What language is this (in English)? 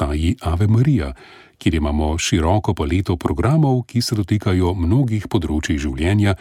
Slovenian